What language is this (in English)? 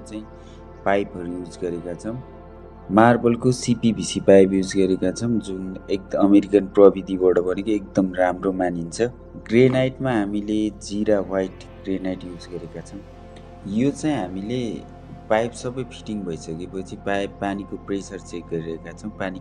Nepali